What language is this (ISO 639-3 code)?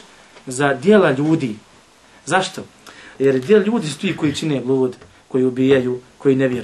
bos